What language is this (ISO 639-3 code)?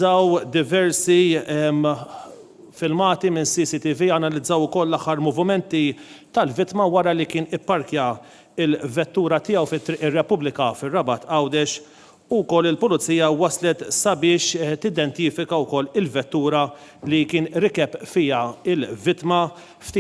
mlt